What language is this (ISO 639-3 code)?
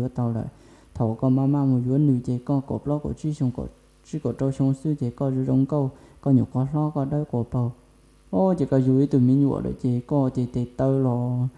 hmn